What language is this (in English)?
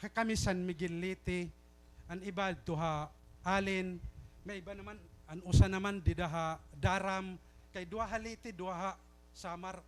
Waray